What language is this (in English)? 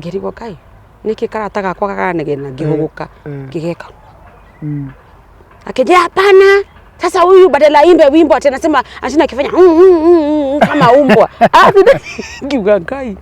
Kikuyu